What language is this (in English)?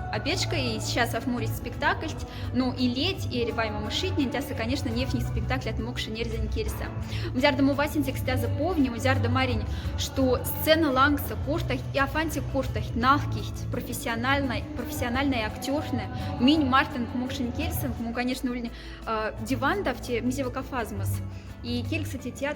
Moksha